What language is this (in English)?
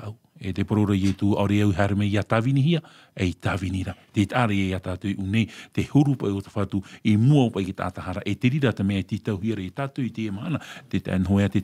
Tahitian